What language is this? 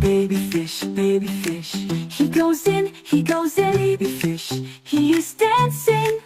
Tswana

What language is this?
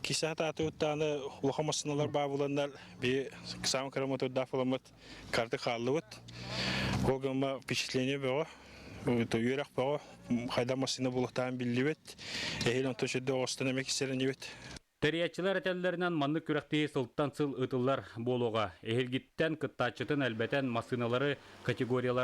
Yakut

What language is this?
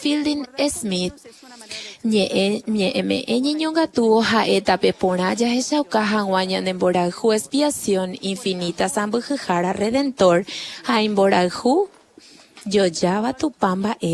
Guarani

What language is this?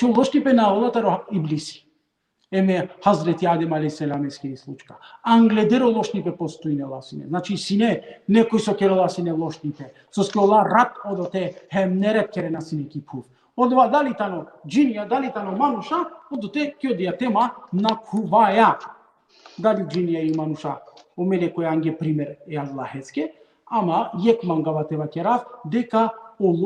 Balkan Romani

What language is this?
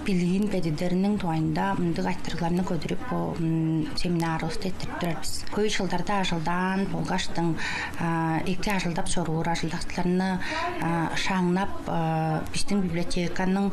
Tuvinian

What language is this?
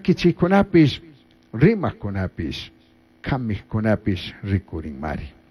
Chimborazo Highland Quichua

